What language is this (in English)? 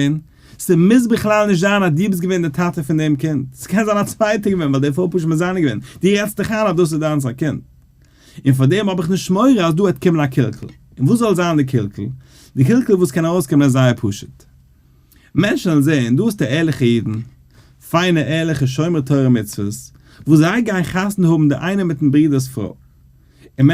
Yiddish